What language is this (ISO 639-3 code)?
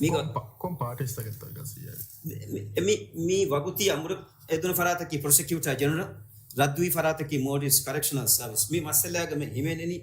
div